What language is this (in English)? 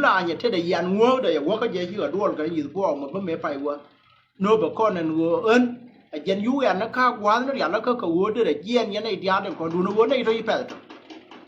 Nuer